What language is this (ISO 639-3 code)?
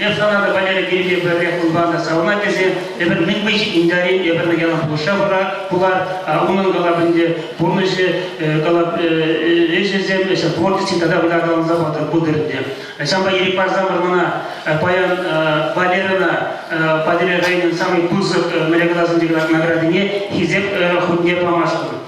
chv